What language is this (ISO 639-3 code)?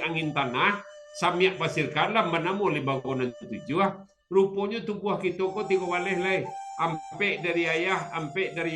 min